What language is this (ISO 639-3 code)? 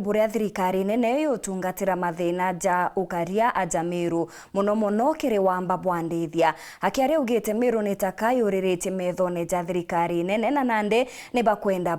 mer